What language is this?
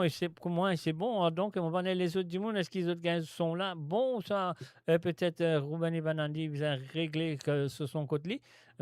Morisyen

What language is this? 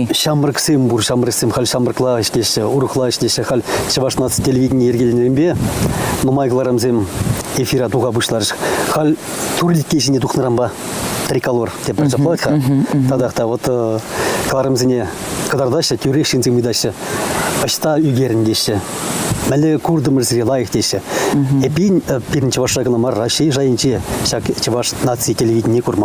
Chuvash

